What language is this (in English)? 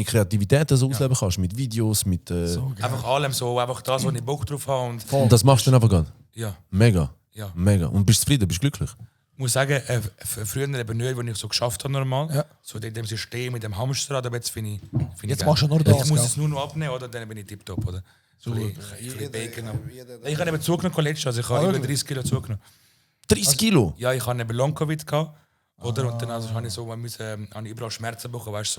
Swiss German